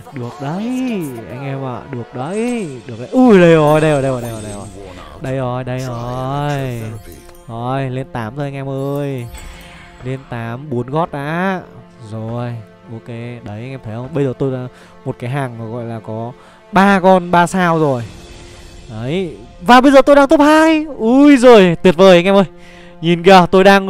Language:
Vietnamese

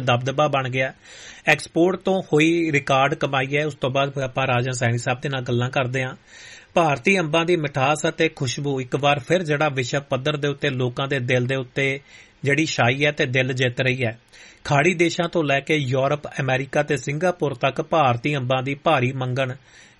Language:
Punjabi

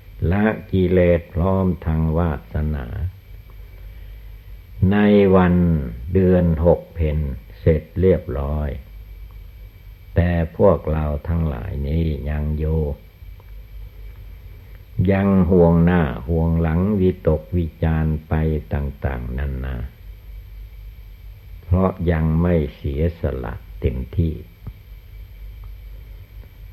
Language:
Thai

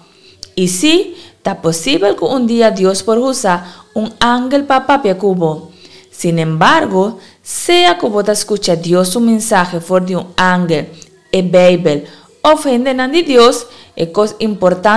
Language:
Papiamento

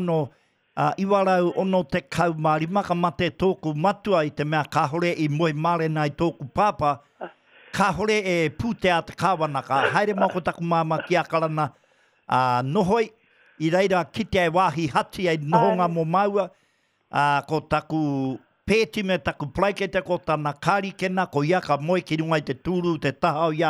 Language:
Māori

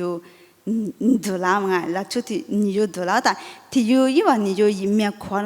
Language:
Lisu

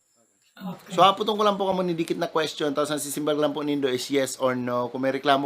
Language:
Bikol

